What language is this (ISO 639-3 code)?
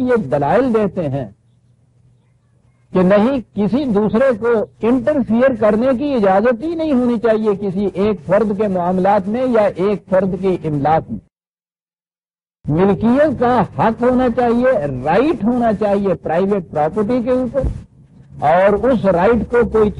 urd